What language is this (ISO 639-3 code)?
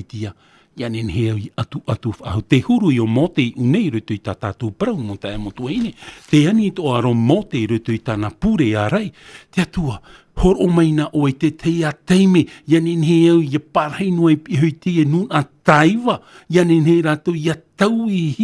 tah